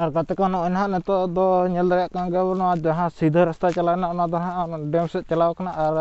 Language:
Santali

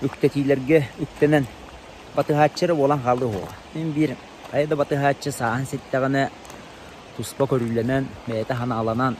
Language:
Yakut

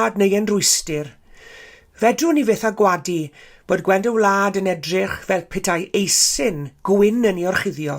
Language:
Welsh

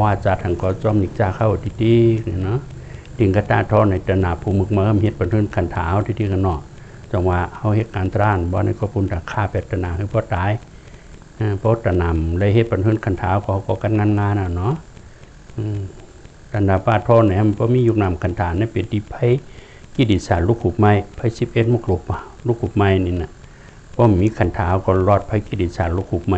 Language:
Shan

